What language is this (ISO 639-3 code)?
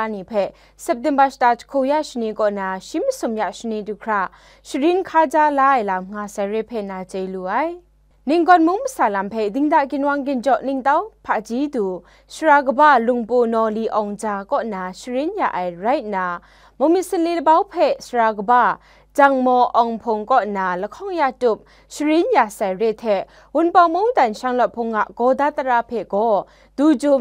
kac